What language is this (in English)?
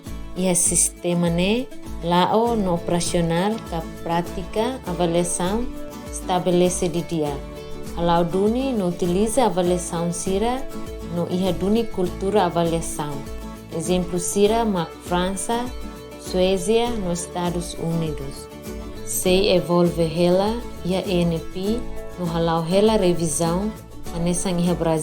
Tetum